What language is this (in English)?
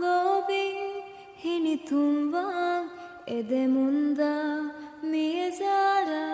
Divehi